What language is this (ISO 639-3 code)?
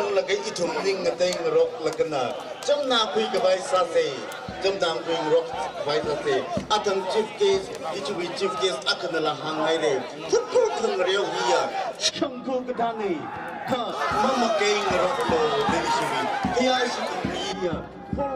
nmf